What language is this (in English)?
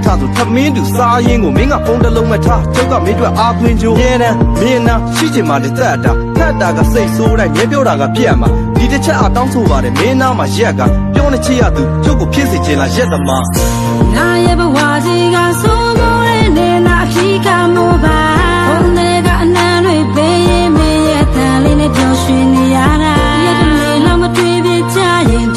Burmese